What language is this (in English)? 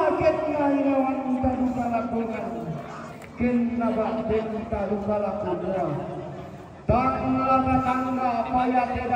Toraja-Sa'dan